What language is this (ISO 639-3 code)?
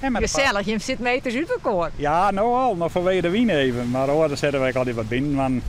fry